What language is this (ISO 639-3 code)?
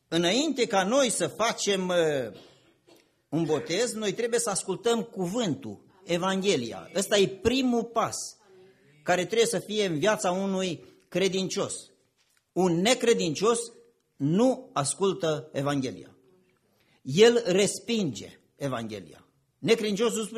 ron